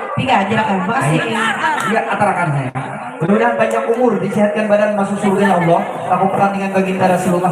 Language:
Banjar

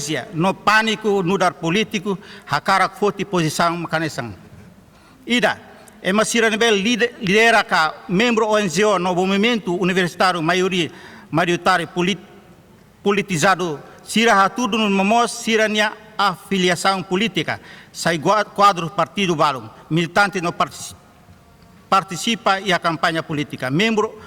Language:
Tetum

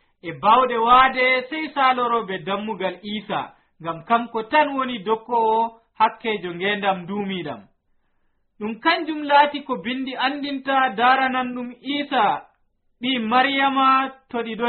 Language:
Nigerian Fulfulde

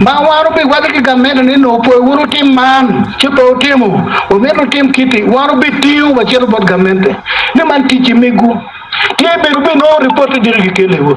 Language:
Acoli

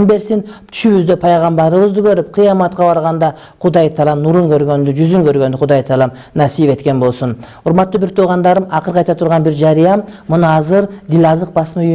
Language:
Kyrgyz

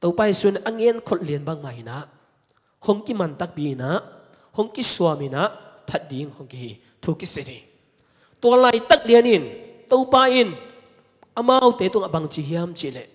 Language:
Tedim Chin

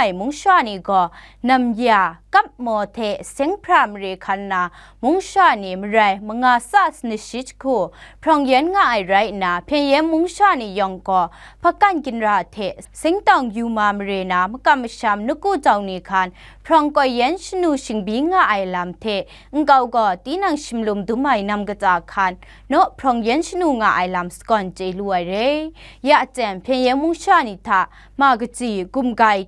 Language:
Kachin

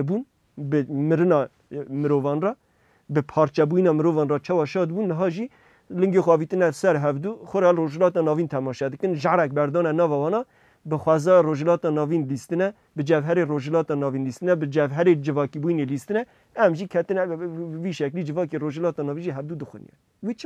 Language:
Kurdish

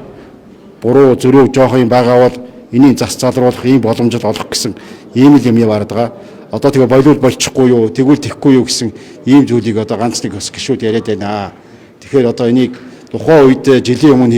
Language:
Mongolian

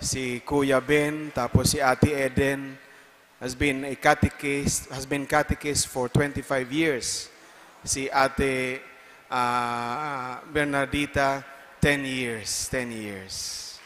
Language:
Bikol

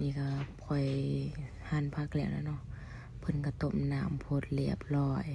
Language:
Lao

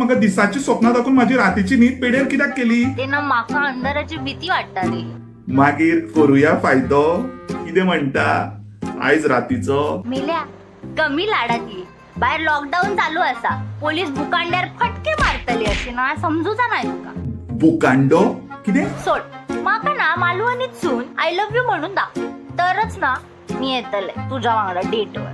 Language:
Konkani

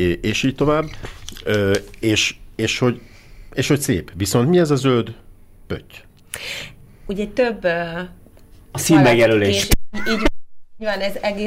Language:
Hungarian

